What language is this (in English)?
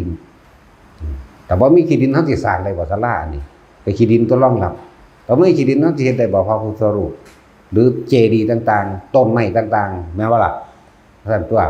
Northeastern Thai